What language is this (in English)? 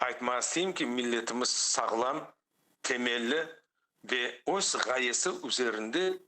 Crimean Tatar